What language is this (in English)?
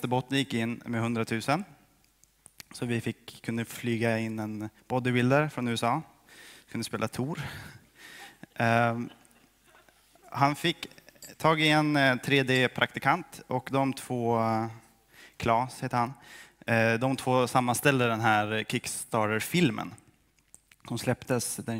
Swedish